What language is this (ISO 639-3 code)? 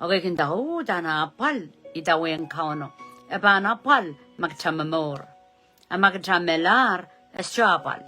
pon